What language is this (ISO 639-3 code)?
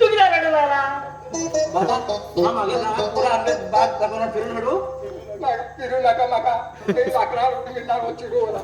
kok